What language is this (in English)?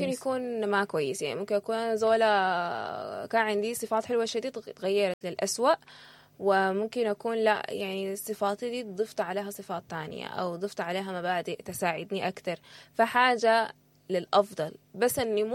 Sudanese Arabic